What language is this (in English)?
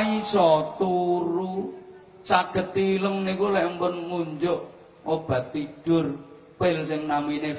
Javanese